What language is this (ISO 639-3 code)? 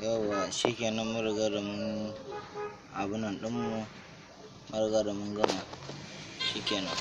hau